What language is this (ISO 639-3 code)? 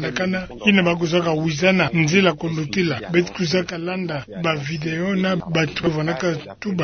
ktu